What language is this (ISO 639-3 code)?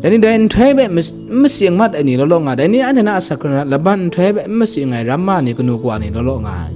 kac